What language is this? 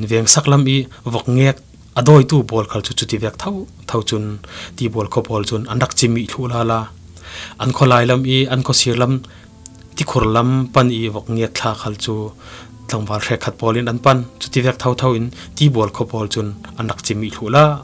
Falam Chin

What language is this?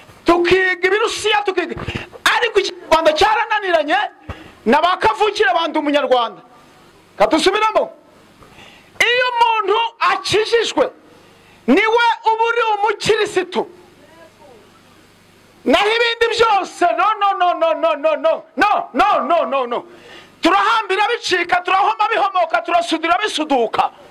Kinyarwanda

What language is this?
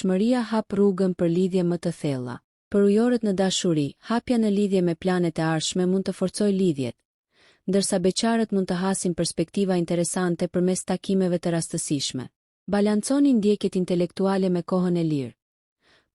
Albanian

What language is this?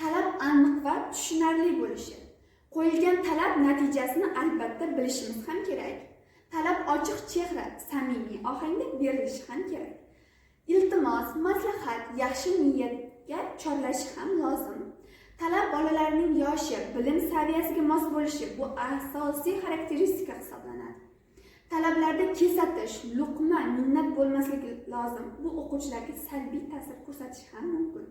Uzbek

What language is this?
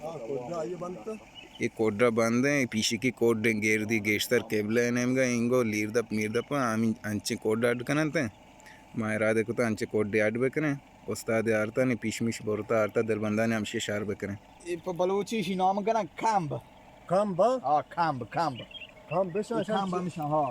Eastern Balochi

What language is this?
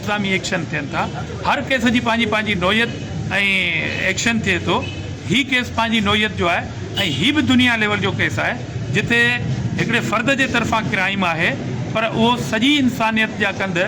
Sindhi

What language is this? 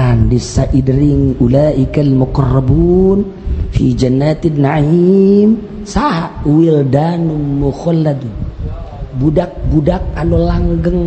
Sundanese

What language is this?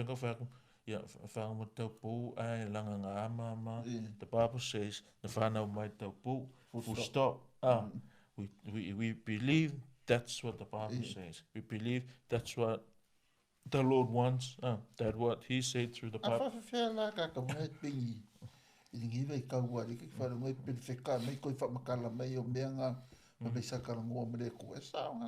Samoan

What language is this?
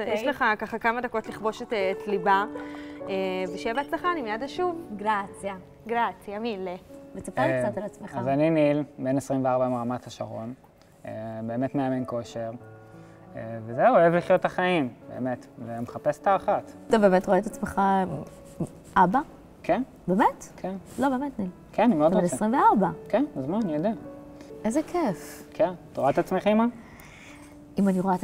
Hebrew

